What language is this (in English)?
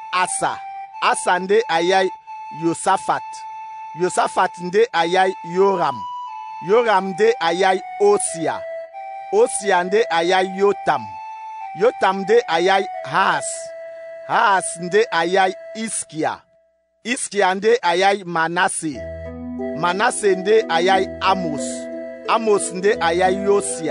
Duala